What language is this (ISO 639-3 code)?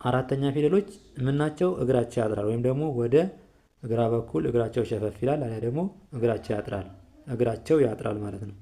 amh